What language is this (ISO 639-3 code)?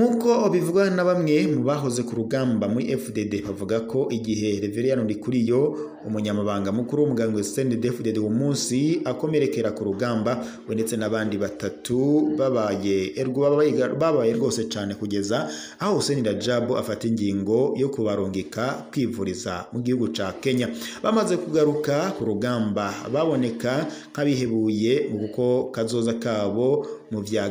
run